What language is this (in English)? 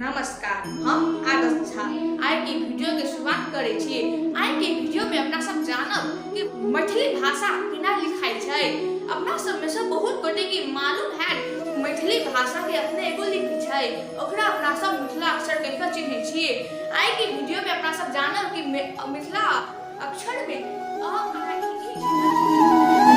Maithili